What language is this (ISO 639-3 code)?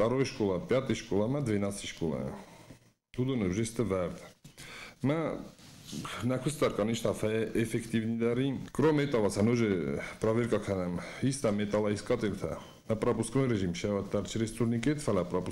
oss